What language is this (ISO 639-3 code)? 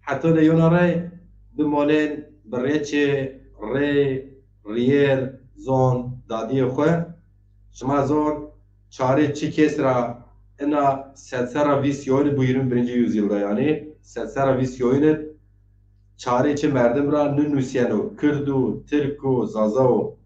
zza